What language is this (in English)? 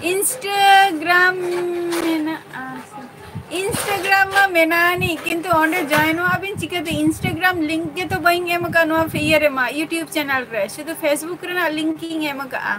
Santali